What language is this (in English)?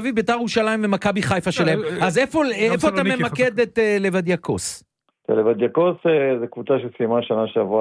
Hebrew